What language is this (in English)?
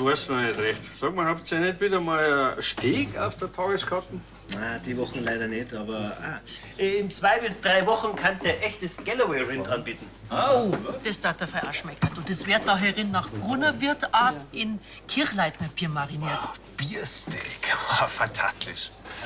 Bavarian